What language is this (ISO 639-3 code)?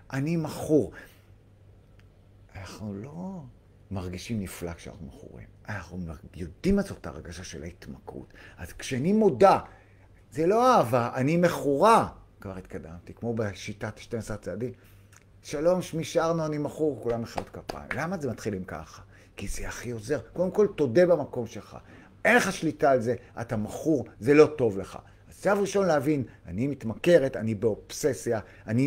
heb